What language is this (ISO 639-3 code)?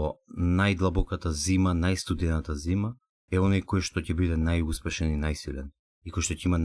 mkd